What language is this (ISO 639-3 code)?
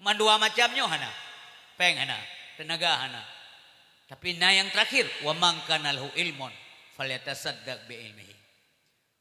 ace